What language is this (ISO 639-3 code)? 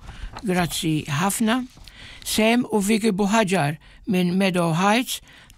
mlt